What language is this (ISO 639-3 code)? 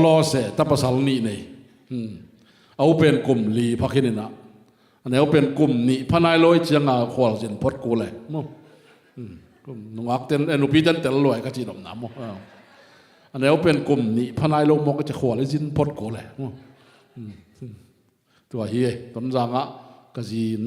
ctd